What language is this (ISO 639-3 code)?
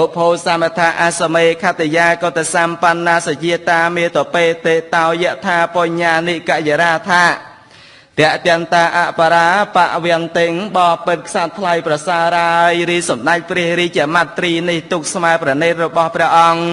khm